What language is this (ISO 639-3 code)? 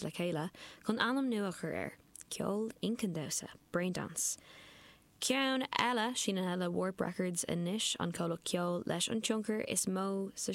gle